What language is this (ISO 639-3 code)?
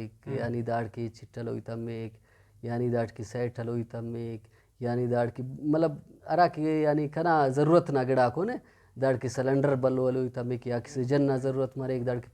brh